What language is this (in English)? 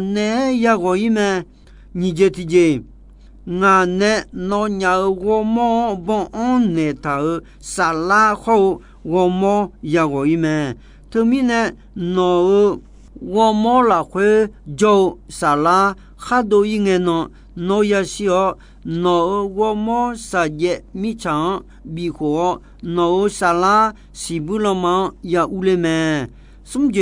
Akha